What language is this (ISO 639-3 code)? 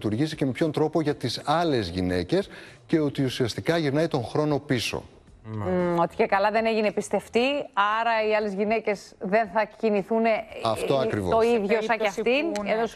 ell